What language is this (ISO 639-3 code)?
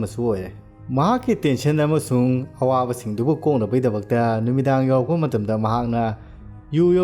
mni